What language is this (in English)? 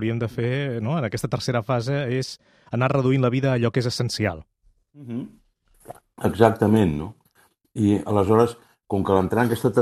Catalan